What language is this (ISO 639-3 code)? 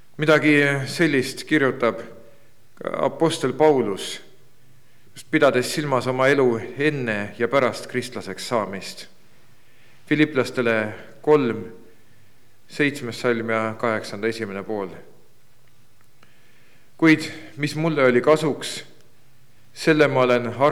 est